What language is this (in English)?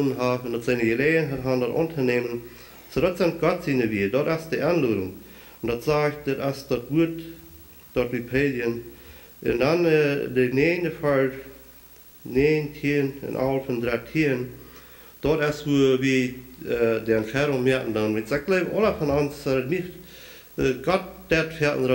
Plautdietsch